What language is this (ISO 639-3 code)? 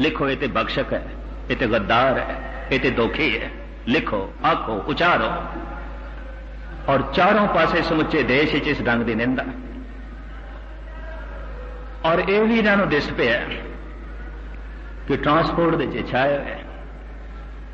pan